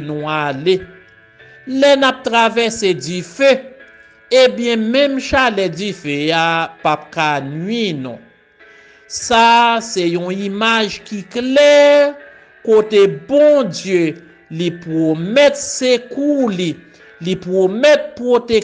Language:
Haitian Creole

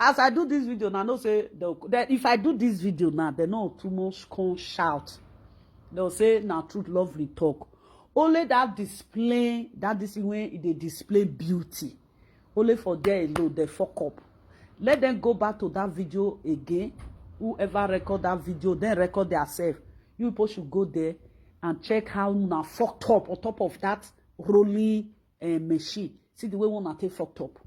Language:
Nigerian Pidgin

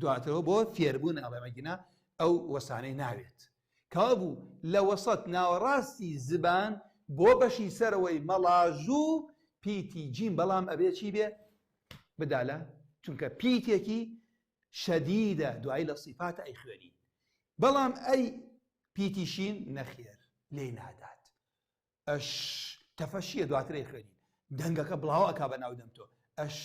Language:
Central Kurdish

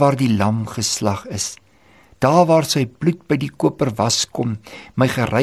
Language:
Afrikaans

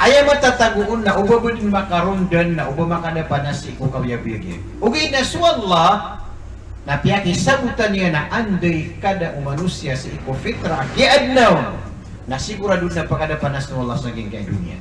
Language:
Maranao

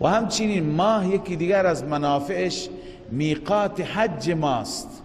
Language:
Persian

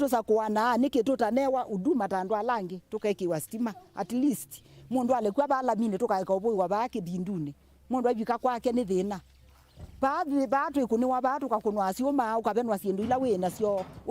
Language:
Kamba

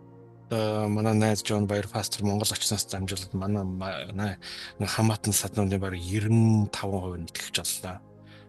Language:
Mongolian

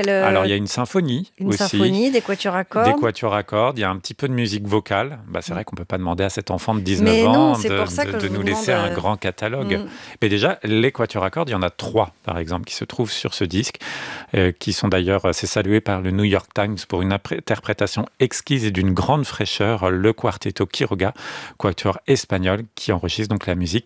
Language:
French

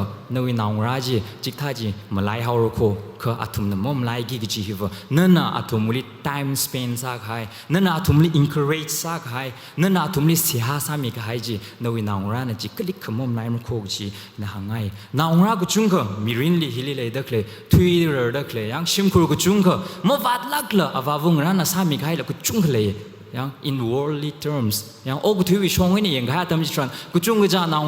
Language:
Tangkhul Naga (India)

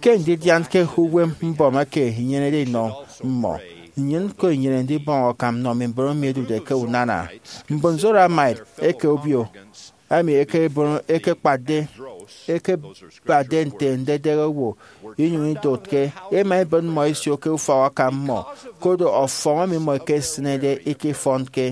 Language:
Efik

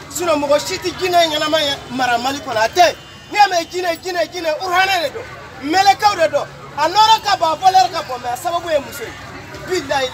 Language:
Bambara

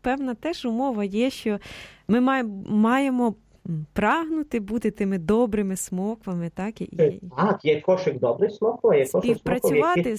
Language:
Ukrainian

